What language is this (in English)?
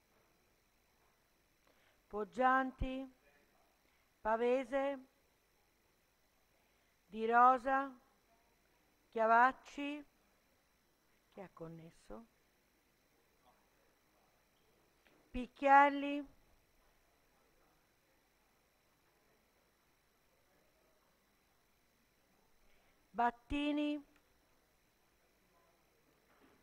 Italian